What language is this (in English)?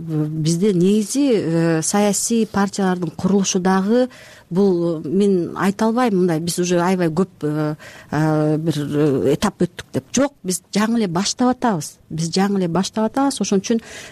Kyrgyz